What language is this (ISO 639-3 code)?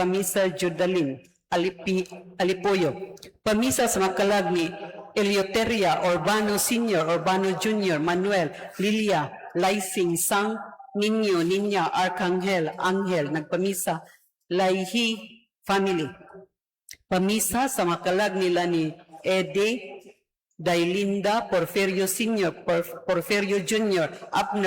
ceb